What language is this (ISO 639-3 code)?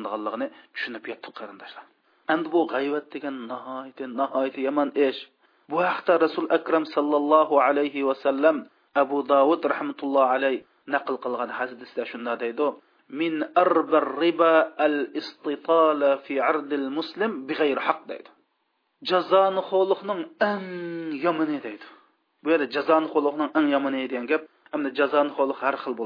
uig